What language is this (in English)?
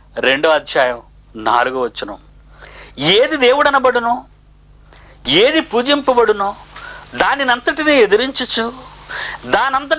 Telugu